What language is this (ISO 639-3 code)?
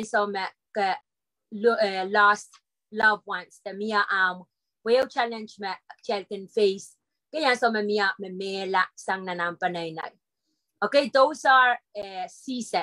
pon